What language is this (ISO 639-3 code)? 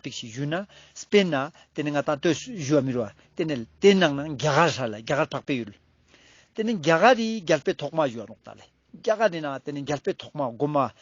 lbj